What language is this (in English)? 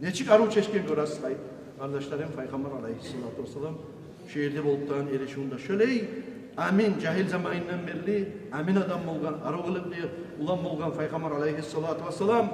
Kumyk